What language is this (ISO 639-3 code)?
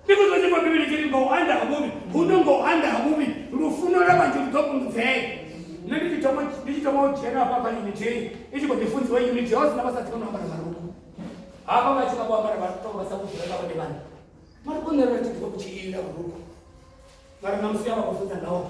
ven